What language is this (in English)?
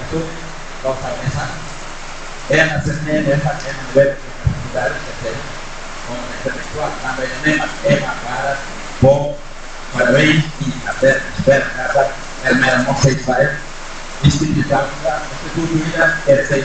Tetum